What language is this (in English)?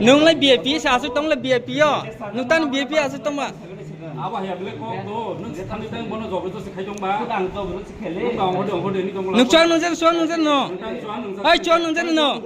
Kok Borok